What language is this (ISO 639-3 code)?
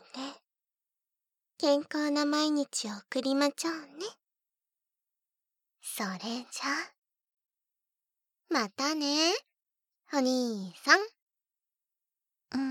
jpn